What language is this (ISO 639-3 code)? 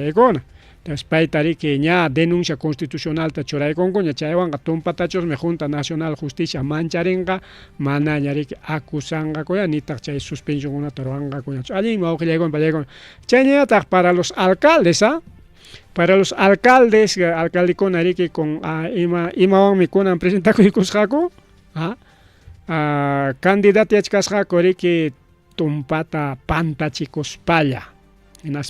quy